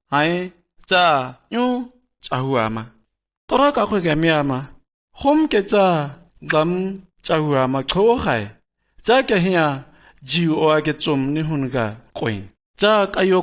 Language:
Shua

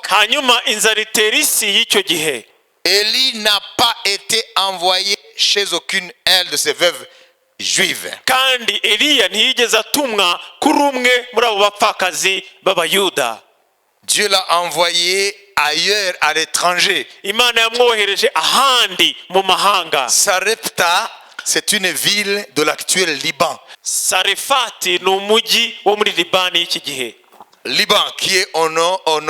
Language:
Kinyarwanda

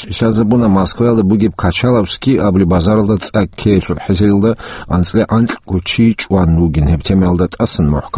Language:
Avaric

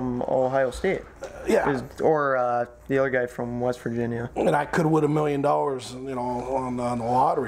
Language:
English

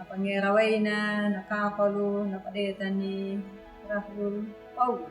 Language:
Anakalangu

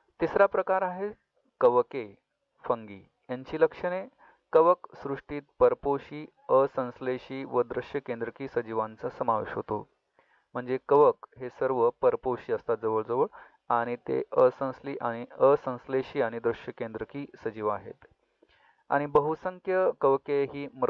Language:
Marathi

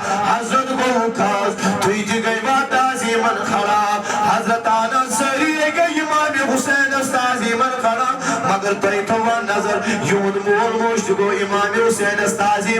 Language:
Kashmiri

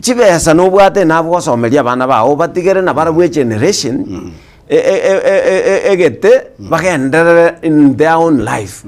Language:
Gusii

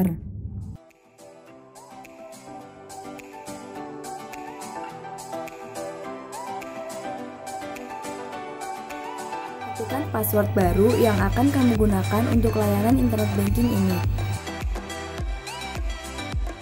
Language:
Indonesian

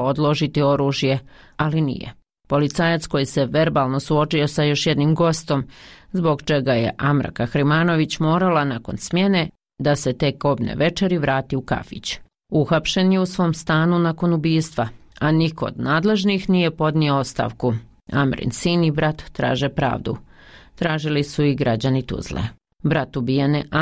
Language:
Bosnian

